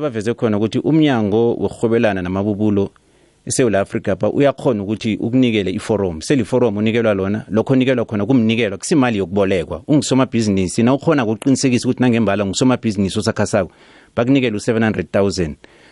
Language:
South Ndebele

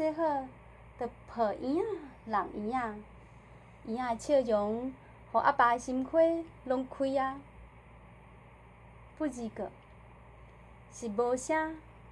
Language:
Min Nan Chinese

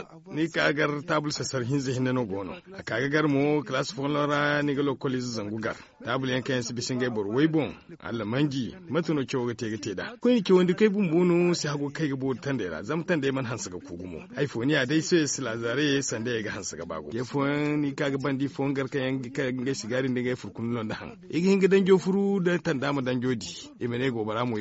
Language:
Zarma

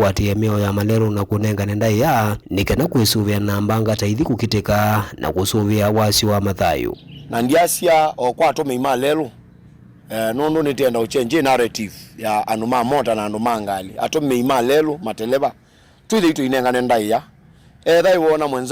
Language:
Kamba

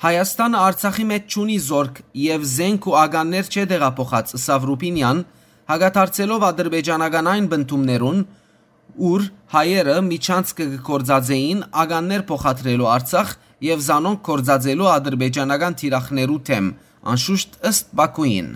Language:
Western Armenian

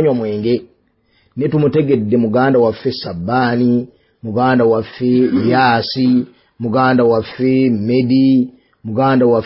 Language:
Ganda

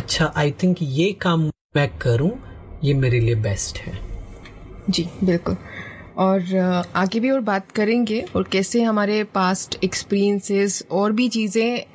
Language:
Hindi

